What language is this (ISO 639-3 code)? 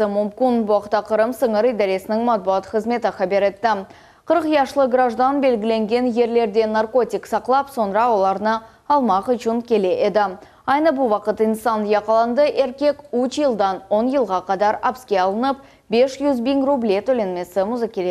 crh